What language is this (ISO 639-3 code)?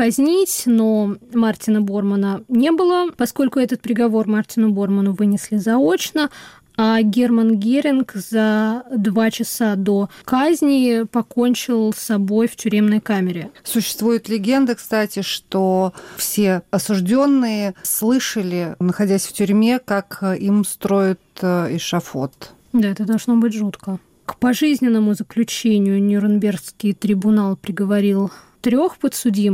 rus